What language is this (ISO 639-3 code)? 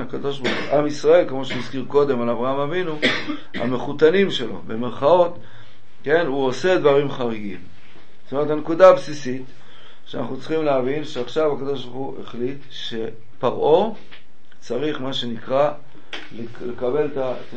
heb